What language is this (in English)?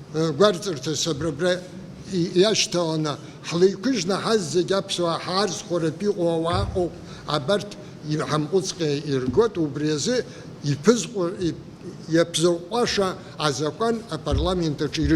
Abkhazian